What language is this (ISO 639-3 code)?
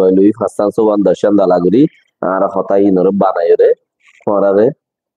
rhg